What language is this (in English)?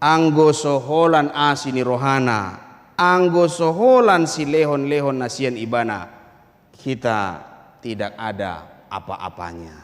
Batak Toba